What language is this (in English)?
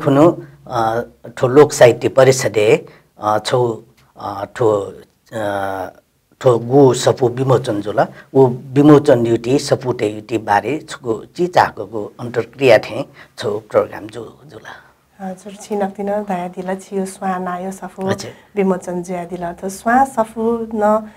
Newari